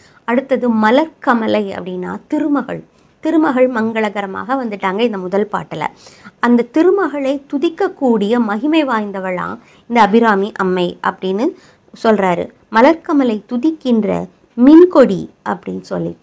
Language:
Tamil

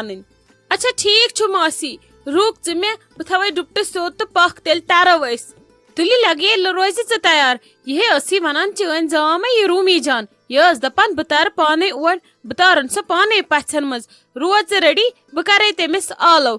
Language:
Kashmiri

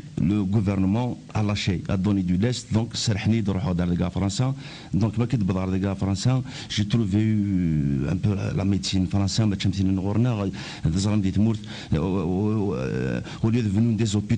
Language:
Kabyle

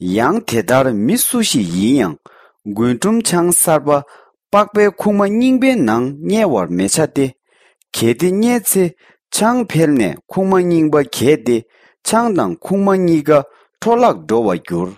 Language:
Tibetan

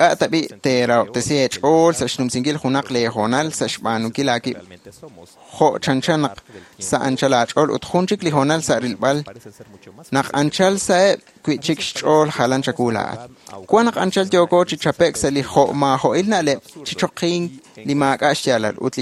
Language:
Kekchí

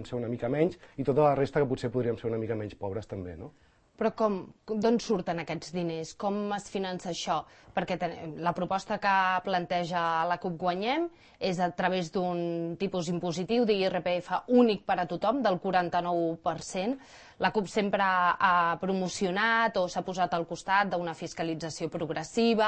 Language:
Catalan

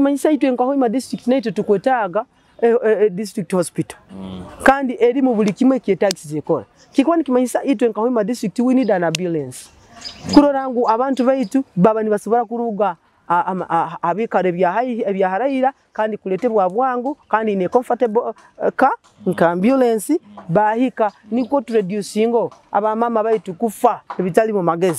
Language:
Nyoro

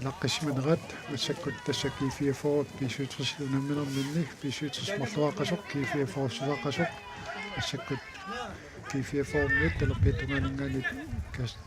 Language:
Kalaallisut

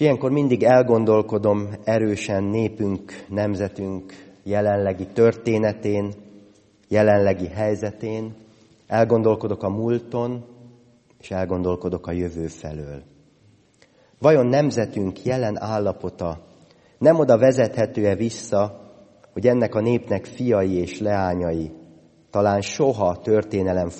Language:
Hungarian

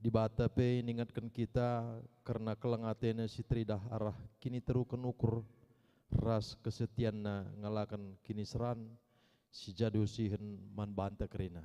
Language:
Batak Karo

